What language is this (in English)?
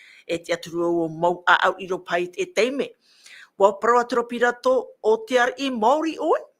Tahitian